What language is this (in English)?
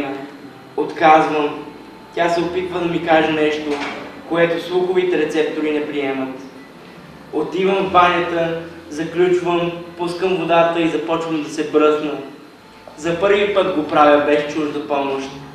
Bulgarian